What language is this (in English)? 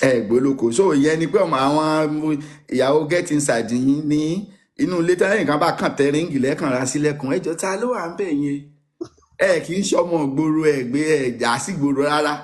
Yoruba